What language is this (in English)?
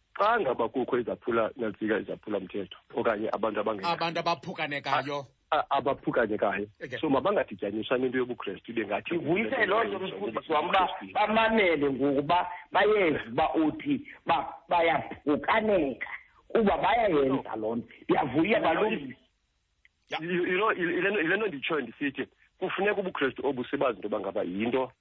Xhosa